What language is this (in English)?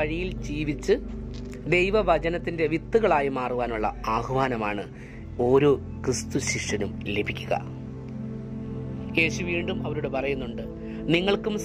Malayalam